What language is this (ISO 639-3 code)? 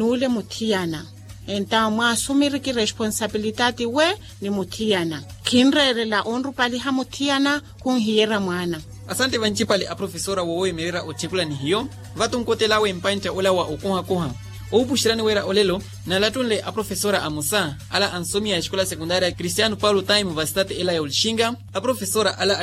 vmw